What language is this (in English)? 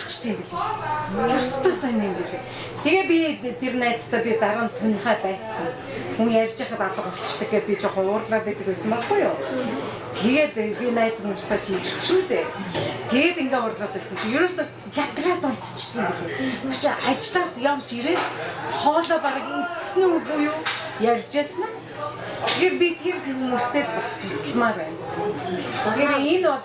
Mongolian